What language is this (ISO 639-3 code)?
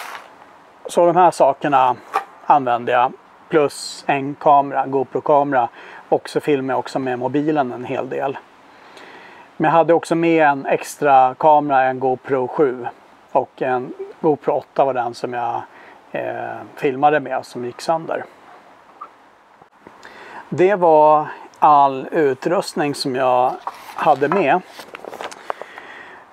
swe